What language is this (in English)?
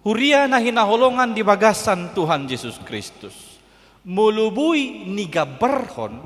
Batak Toba